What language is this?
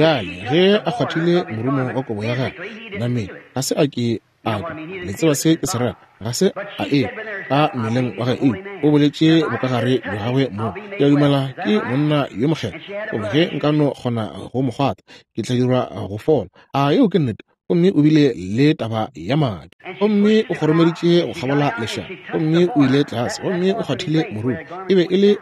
Northern Sotho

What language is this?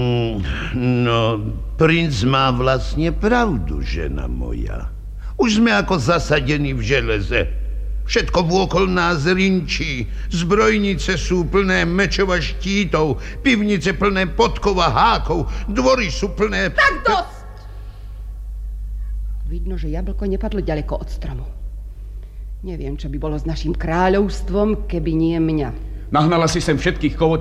Slovak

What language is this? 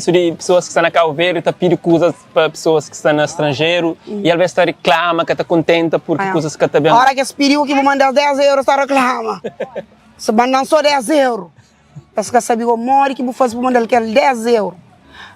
Kabuverdianu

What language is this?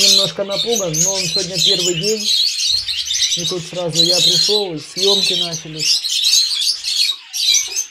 Russian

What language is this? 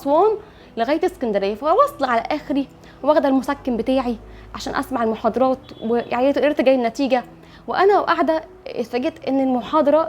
Egyptian Arabic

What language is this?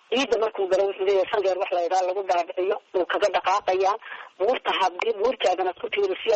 Somali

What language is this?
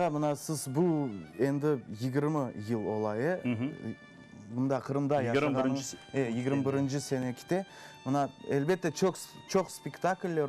Crimean Tatar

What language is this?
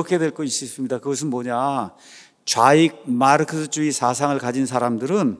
Korean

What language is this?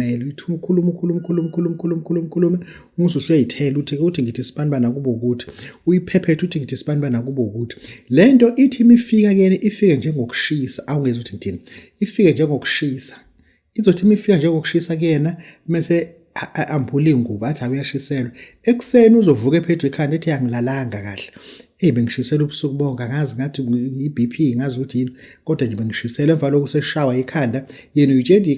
Zulu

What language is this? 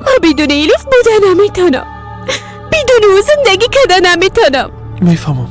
Persian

